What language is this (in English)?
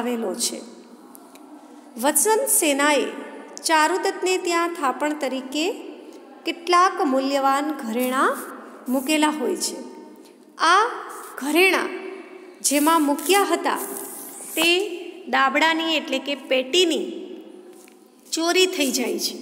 Gujarati